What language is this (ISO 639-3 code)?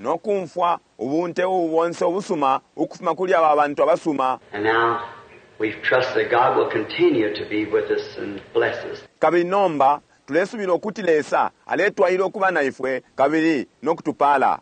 bem